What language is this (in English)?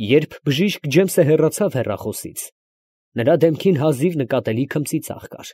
Armenian